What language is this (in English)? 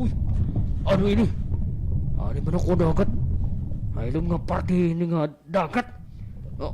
Waray